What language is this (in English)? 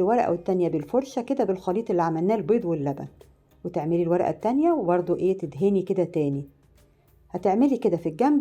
Egyptian Arabic